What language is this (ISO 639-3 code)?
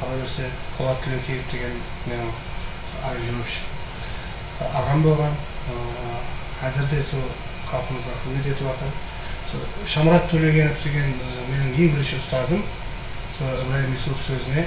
kaa